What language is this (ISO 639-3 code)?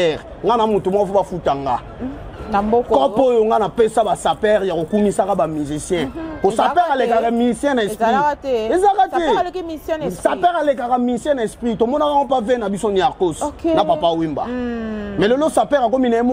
lin